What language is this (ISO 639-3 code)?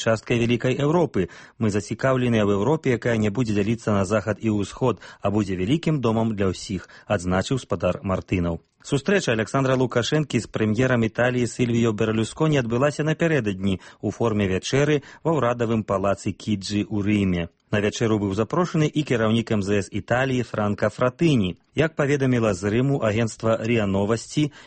bel